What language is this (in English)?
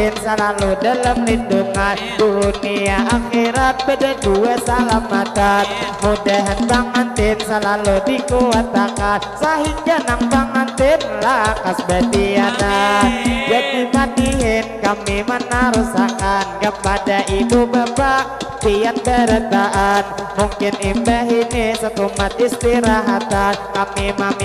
Banjar